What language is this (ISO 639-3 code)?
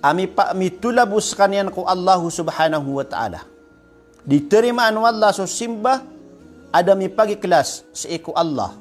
mrw